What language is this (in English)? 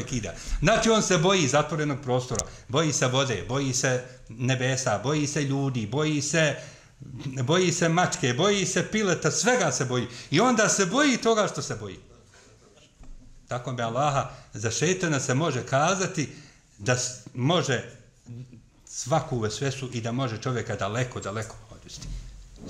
Bosnian